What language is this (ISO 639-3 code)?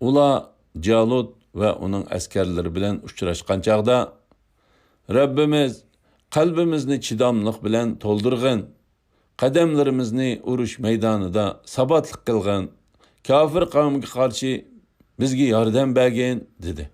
uig